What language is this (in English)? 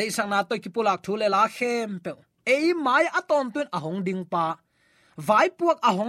Tedim Chin